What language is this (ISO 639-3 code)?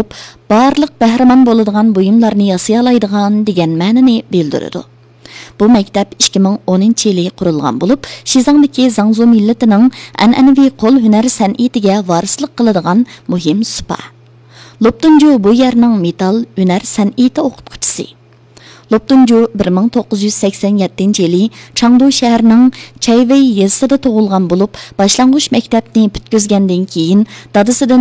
uig